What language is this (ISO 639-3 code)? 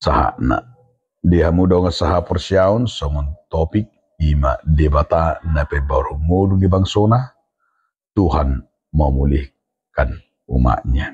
bbc